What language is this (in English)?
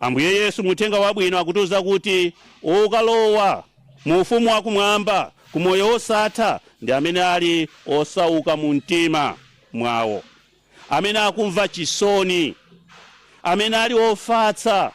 Nyanja